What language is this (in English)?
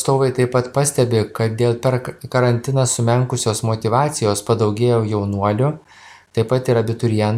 Lithuanian